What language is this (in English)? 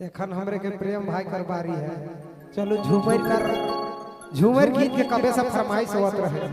Sadri